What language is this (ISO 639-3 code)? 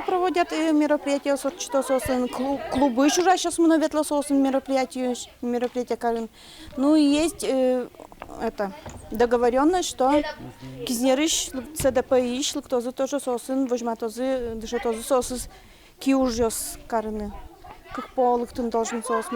udm